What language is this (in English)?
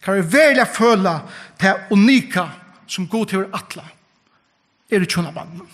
Faroese